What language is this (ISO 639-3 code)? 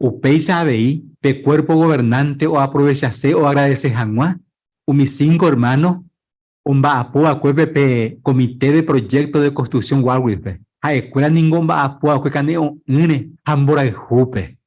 grn